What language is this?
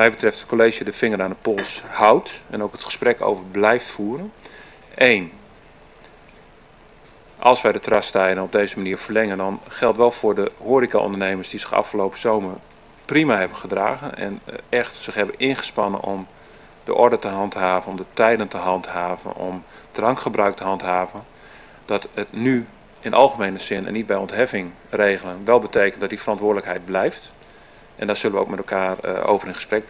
Dutch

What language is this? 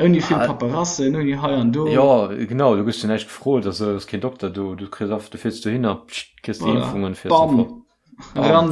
Luxembourgish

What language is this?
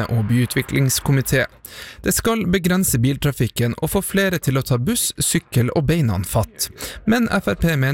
Norwegian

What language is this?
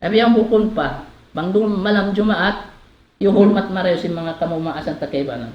Tausug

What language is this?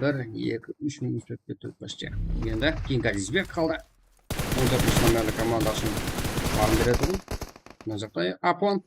Kara-Kalpak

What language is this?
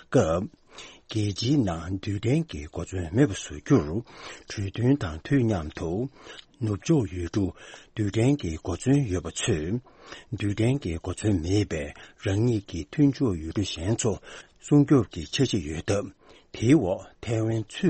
Tibetan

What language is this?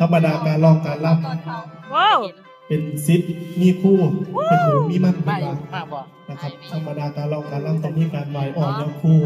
Northeastern Thai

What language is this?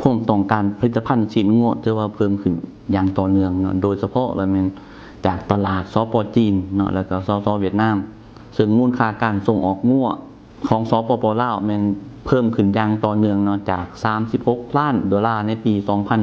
Lao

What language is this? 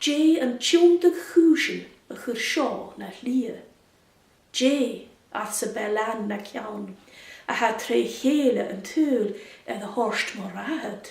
Scottish Gaelic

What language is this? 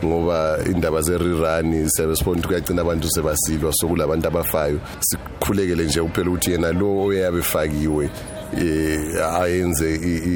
North Ndebele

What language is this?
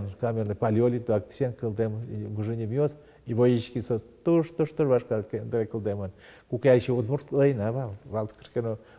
Udmurt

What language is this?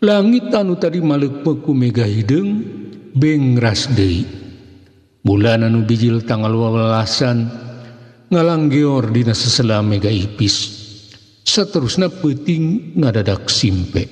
Sundanese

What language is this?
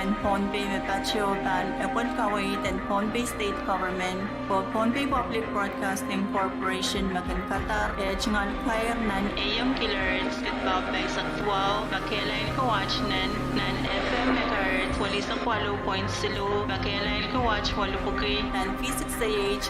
Pohnpeian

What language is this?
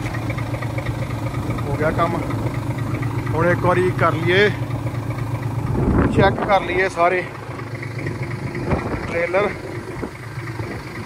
Punjabi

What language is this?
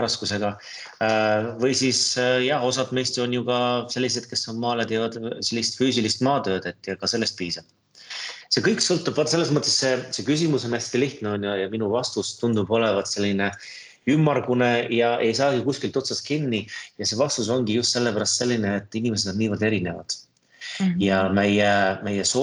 Estonian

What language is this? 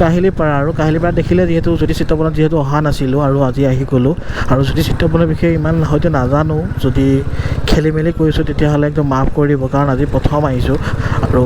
Assamese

